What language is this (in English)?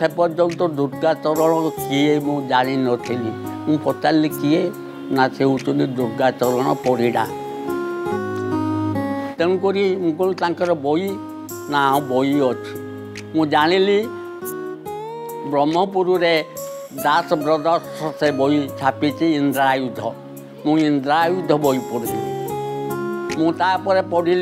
Odia